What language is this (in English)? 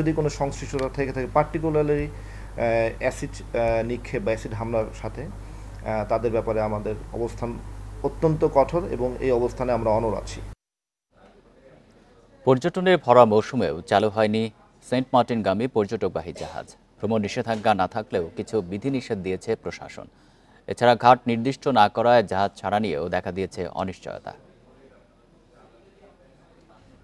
Bangla